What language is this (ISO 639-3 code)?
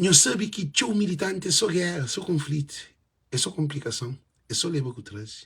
kea